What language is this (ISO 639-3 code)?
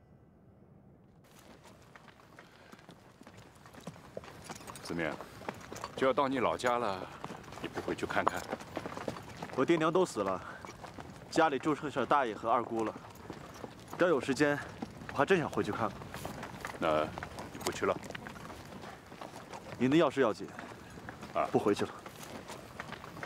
zho